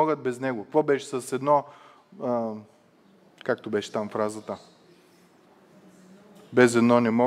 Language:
Bulgarian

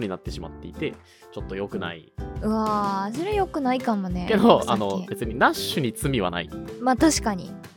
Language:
Japanese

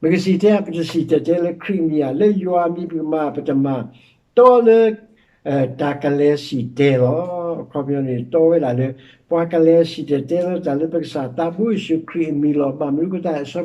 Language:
S'gaw Karen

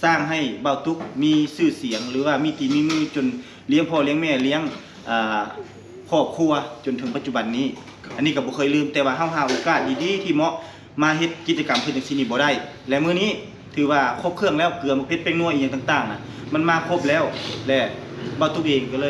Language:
Northeastern Thai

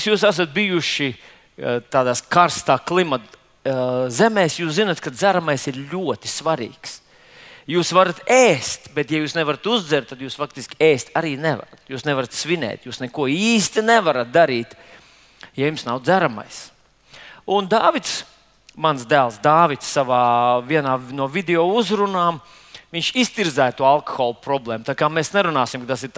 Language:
Latvian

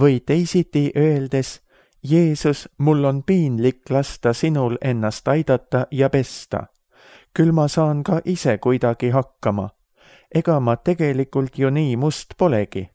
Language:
Estonian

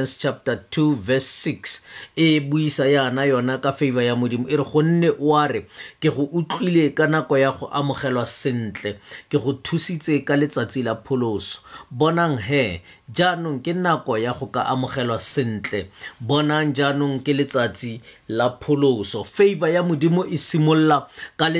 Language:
Tswana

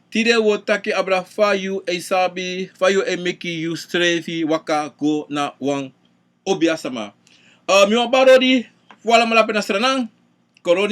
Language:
Sranan Tongo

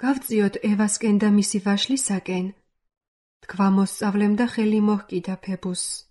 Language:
Georgian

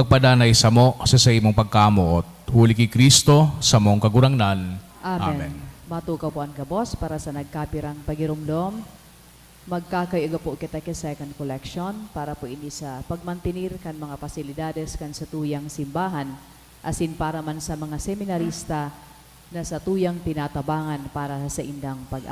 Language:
Bikol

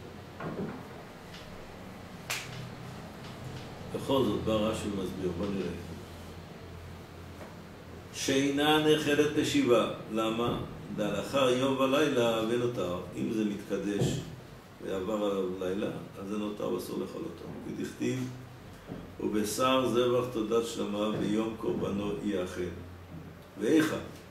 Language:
Hebrew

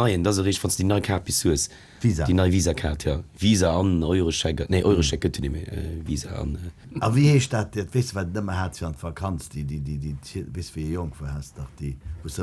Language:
Luxembourgish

